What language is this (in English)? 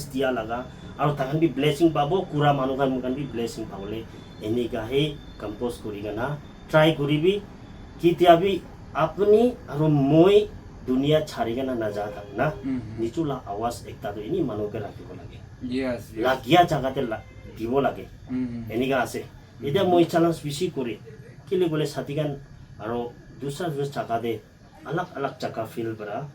Naga Pidgin